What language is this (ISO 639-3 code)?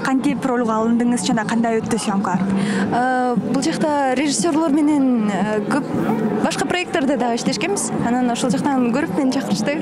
kir